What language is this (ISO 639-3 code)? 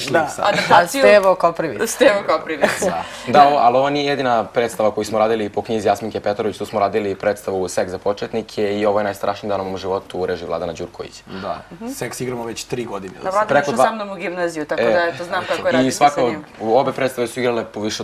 srp